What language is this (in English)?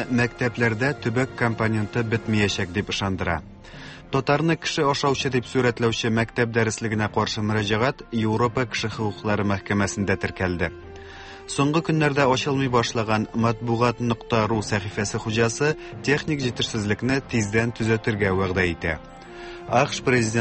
Tatar